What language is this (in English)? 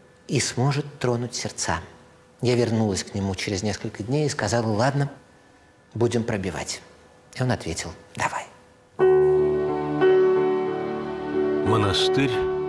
Russian